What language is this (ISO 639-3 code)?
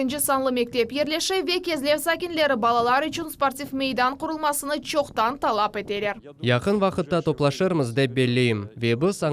crh